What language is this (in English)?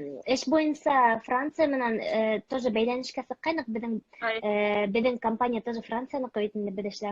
Bashkir